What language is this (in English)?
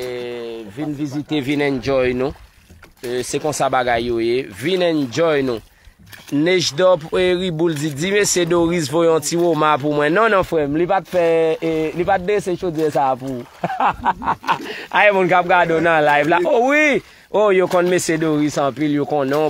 Haitian Creole